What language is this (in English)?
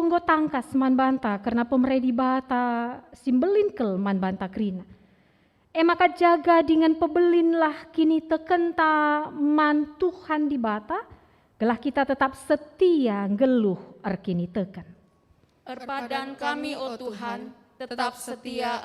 Batak Karo